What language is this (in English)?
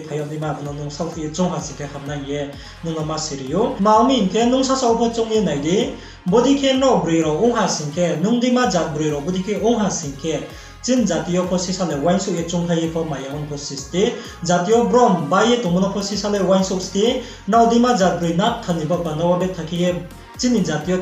Riang (India)